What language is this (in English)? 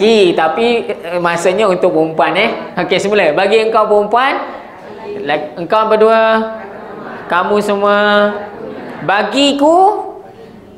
Malay